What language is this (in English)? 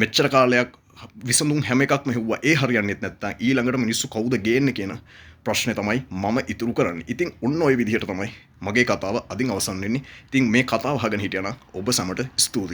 Sinhala